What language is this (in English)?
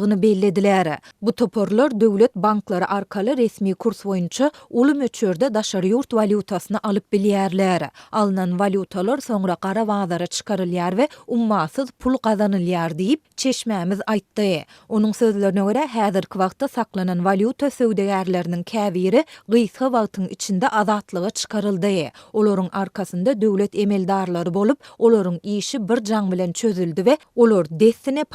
Turkmen